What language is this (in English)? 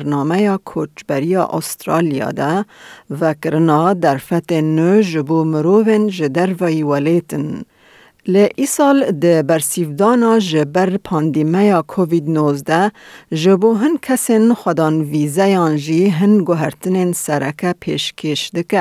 Kurdish